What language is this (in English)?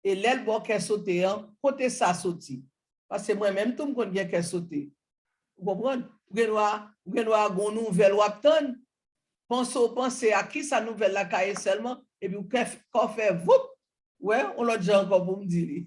Haitian Creole